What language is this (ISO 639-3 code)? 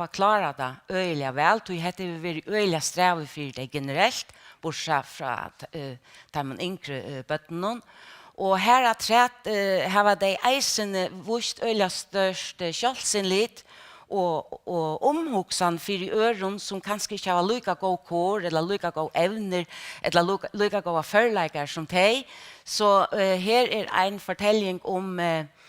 fao